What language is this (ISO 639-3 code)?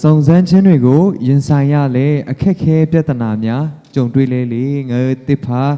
lhu